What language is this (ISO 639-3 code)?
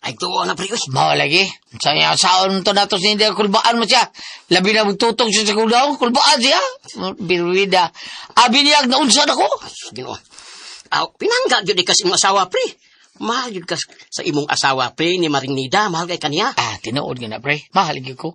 ceb